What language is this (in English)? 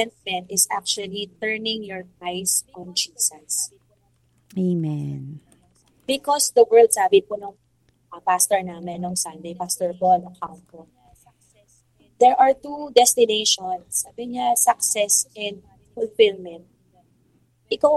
Filipino